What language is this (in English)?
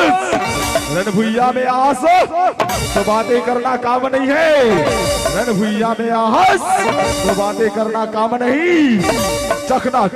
Chhattisgarhi